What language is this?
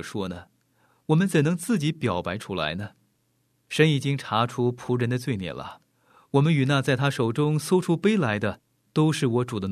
Chinese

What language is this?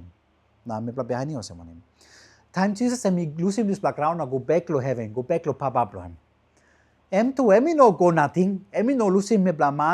Tok Pisin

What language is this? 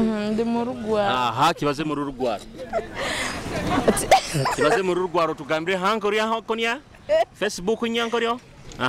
Nyoro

